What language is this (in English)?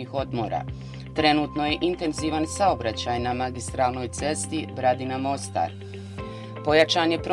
Bosnian